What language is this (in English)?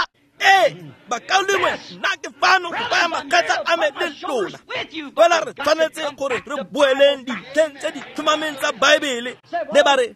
Tswana